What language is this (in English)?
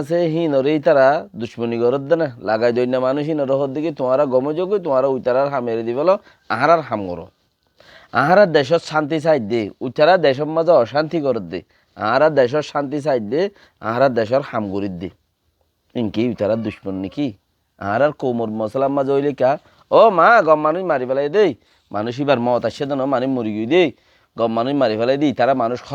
Rohingya